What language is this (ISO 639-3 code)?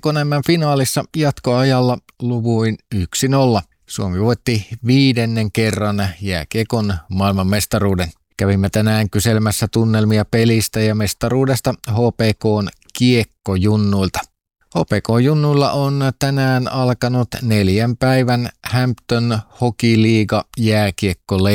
fin